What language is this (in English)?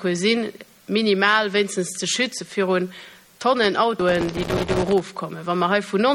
Luxembourgish